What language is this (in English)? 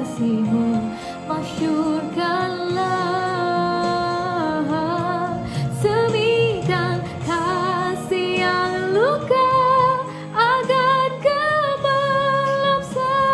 Malay